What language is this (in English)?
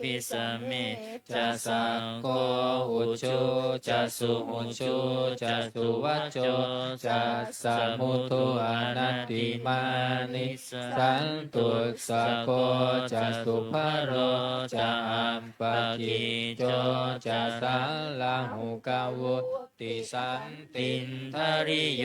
Pali